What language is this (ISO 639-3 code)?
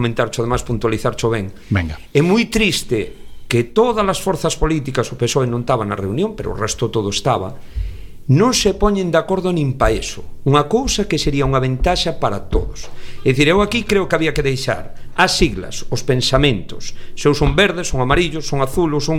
glg